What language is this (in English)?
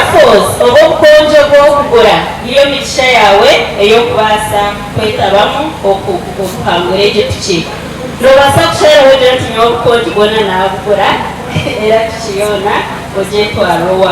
Nyankole